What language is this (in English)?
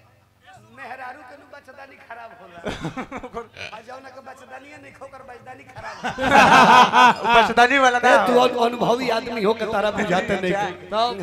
Bhojpuri